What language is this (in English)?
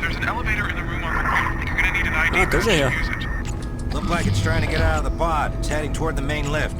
Bavarian